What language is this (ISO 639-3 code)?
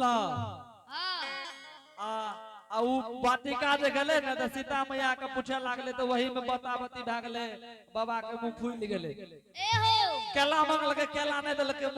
anp